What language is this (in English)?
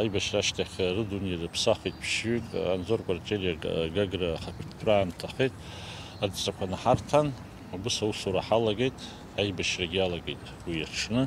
Abkhazian